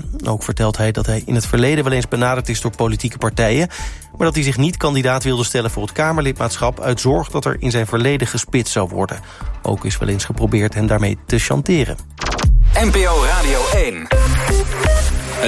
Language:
Dutch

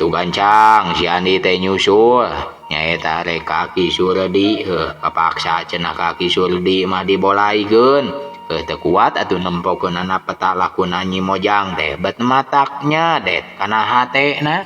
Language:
Sundanese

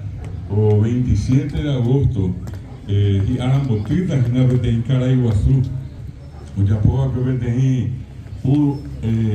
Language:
Guarani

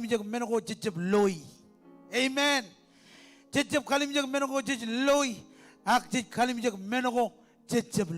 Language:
Marshallese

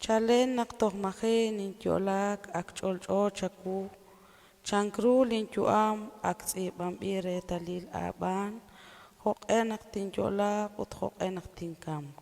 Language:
Kekchí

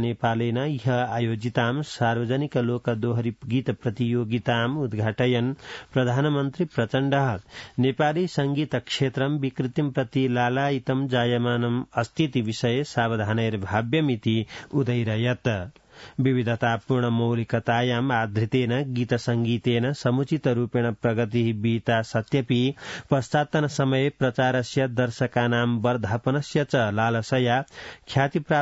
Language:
Sanskrit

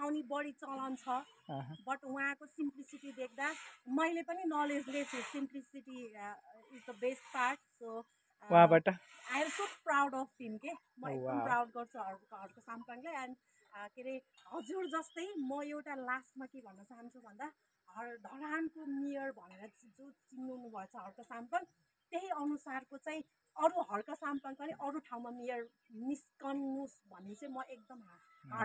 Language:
Nepali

